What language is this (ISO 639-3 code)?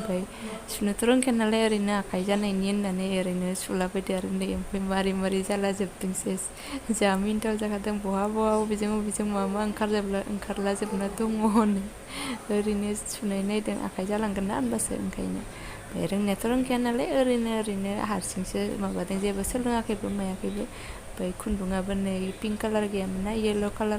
brx